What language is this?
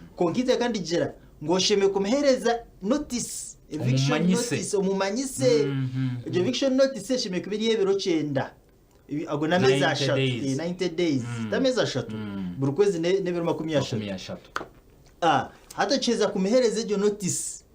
Nyankole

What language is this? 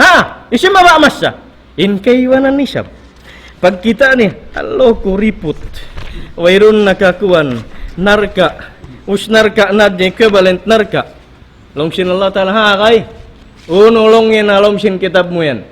Tausug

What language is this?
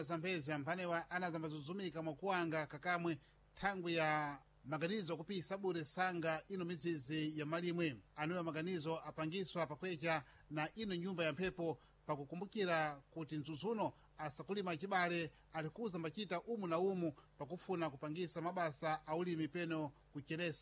Sena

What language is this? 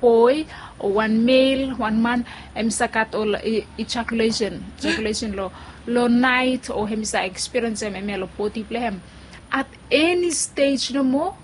Bislama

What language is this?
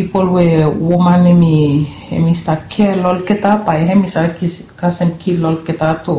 Bislama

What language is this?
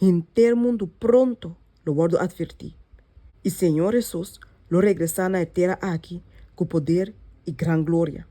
Papiamento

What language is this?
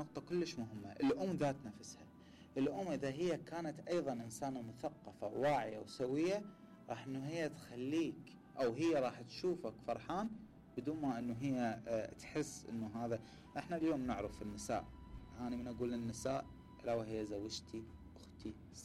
Mesopotamian Arabic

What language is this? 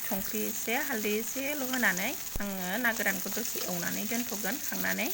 Bodo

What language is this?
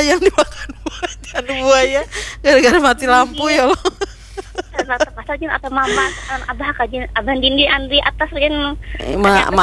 Banjar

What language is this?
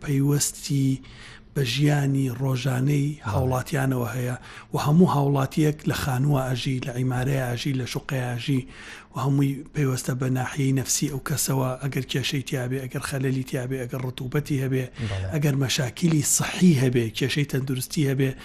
Central Kurdish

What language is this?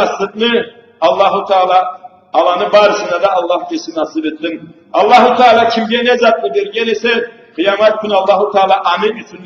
Karachay-Balkar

